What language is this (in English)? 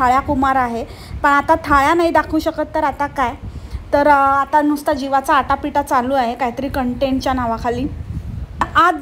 Marathi